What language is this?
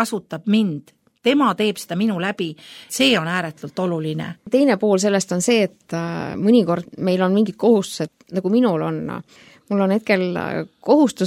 Estonian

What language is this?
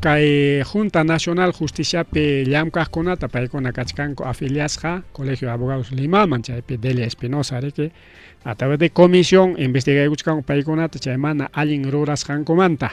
Ayacucho Quechua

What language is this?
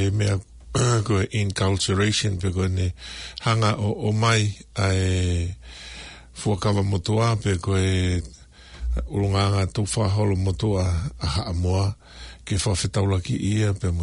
Tongan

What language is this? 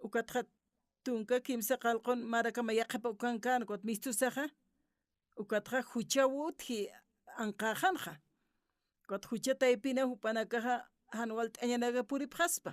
Aymara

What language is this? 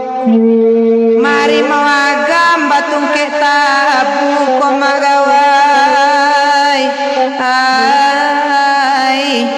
Minangkabau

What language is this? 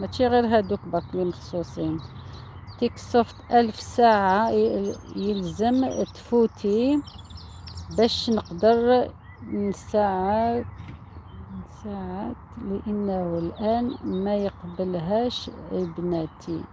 Algerian Arabic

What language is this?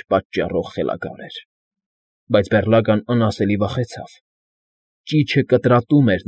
Armenian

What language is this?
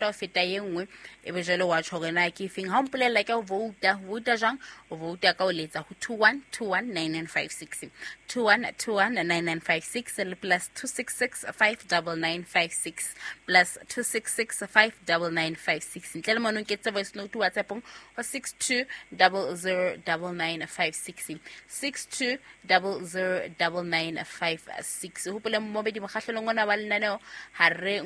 Southern Sotho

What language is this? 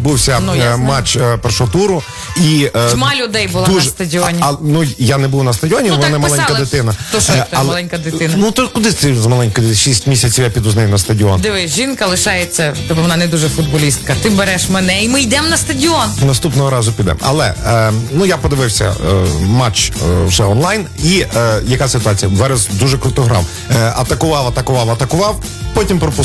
Ukrainian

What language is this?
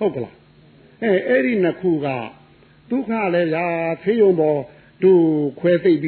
Burmese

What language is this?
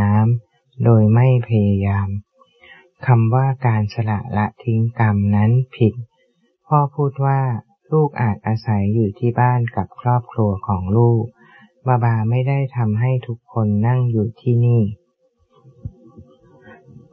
Thai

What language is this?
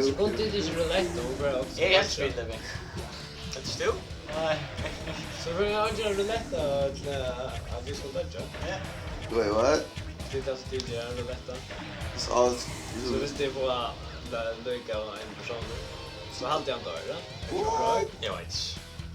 Faroese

